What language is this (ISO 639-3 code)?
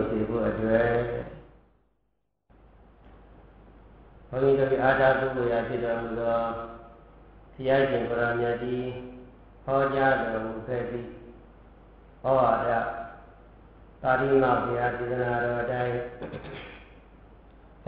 mya